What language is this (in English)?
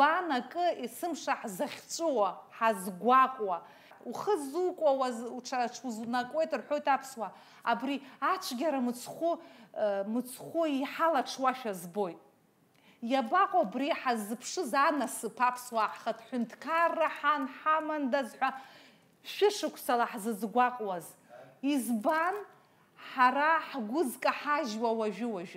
Abkhazian